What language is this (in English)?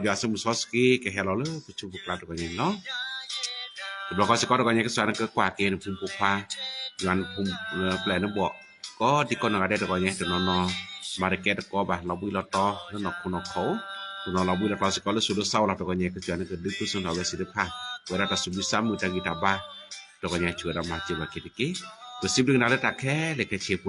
S'gaw Karen